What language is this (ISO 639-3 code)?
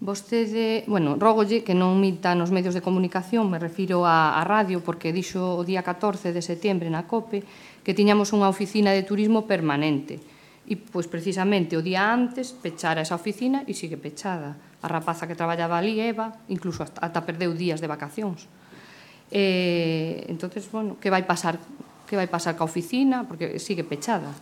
glg